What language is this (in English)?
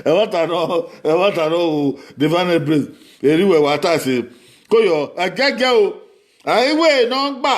Bini